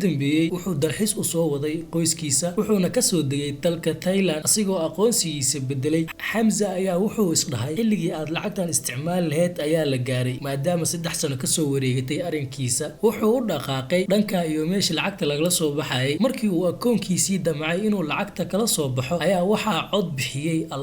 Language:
Somali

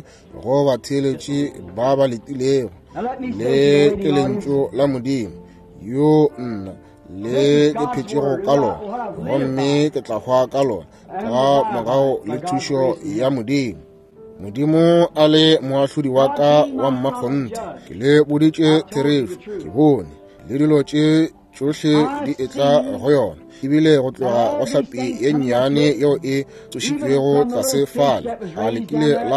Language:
Northern Sotho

